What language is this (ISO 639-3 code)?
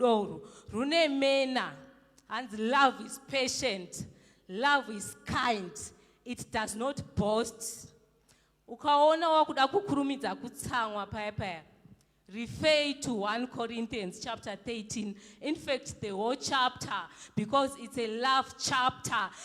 sna